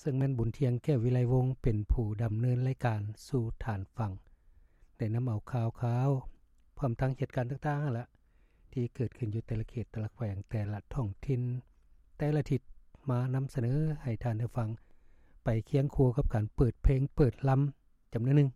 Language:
Lao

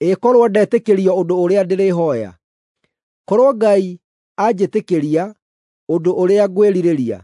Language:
Kikuyu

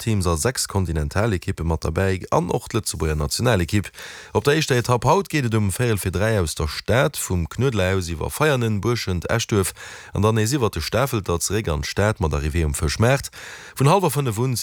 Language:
Luxembourgish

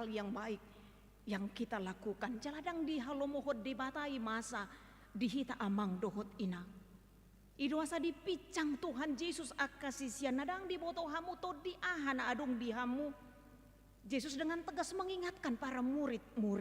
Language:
Batak Toba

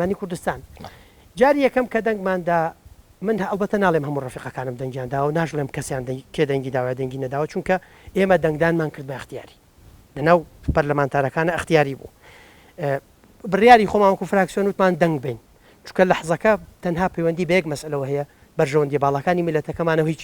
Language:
Central Kurdish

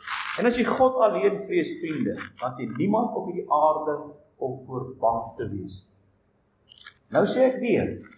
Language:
Afrikaans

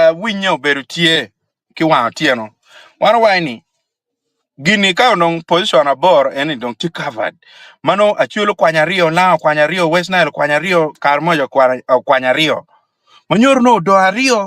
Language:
Acoli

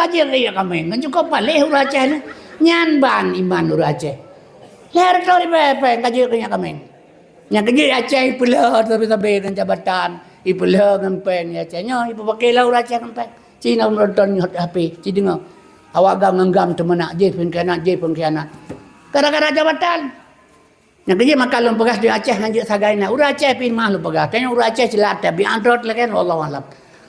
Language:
Achinese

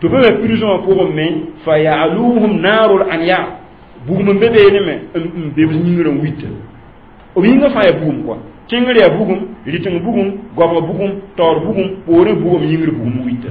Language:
Mossi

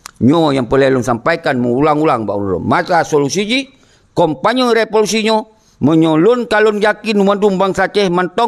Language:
Achinese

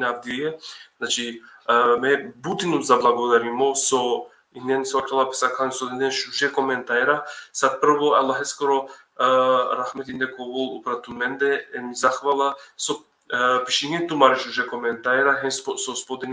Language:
Balkan Romani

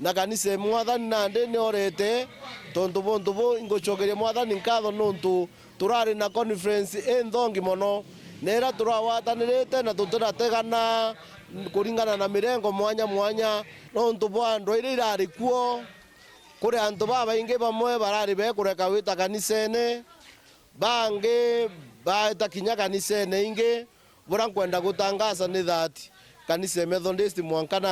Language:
Meru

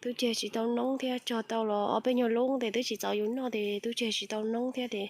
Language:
Hmong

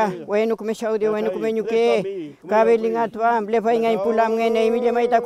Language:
Mapuche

